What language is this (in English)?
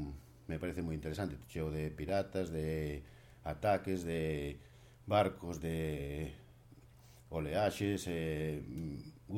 Galician